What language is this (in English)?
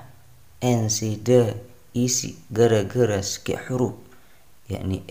Sasak